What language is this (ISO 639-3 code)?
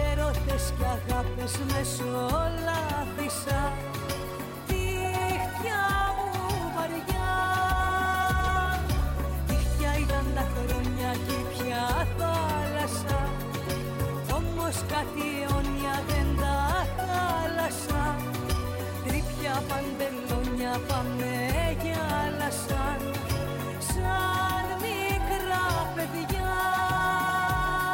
ell